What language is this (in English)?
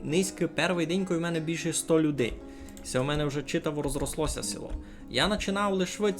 Rusyn